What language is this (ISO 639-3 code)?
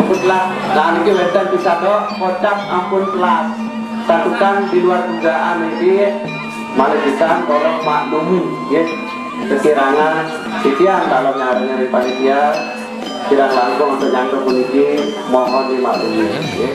ban